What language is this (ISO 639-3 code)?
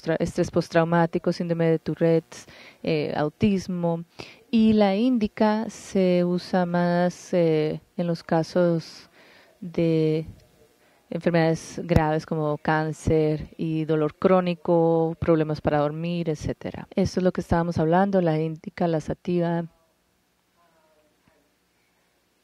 spa